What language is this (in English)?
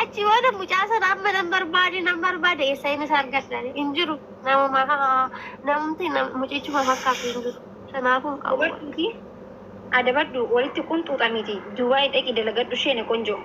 Oromo